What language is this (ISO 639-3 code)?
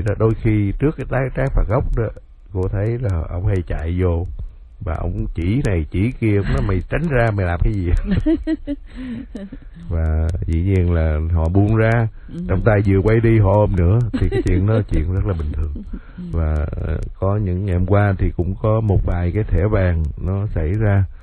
vie